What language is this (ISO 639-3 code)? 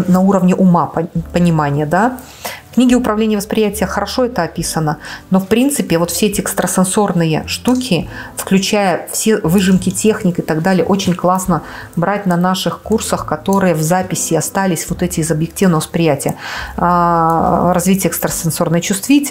rus